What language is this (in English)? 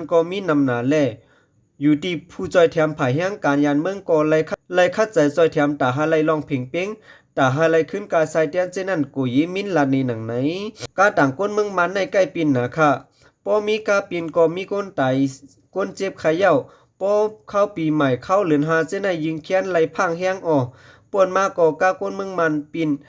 Shan